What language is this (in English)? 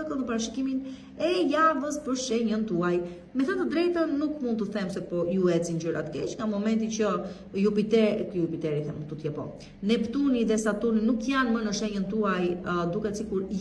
Albanian